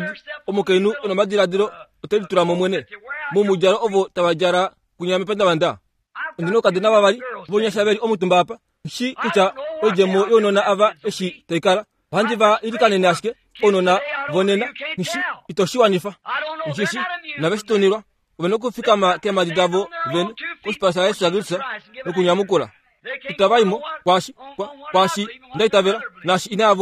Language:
Kuanyama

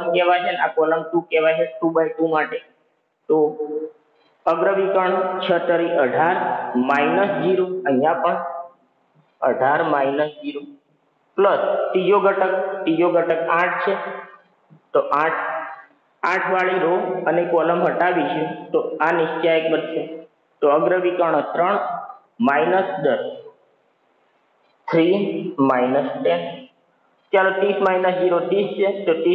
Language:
Gujarati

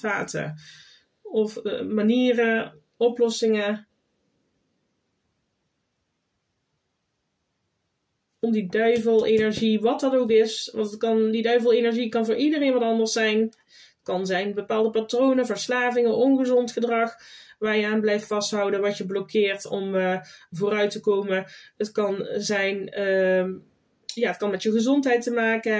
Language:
Dutch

